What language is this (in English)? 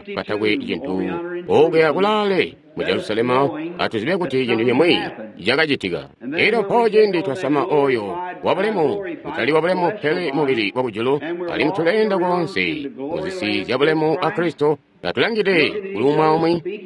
Tonga (Zambia)